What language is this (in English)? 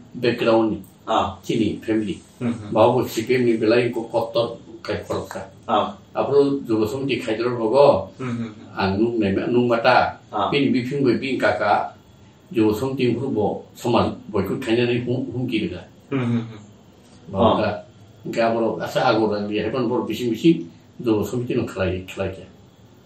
Kok Borok